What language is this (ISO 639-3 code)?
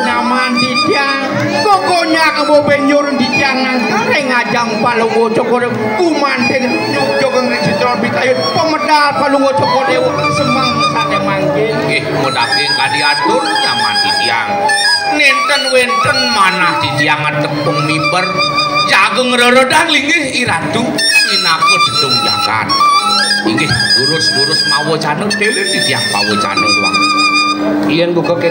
ban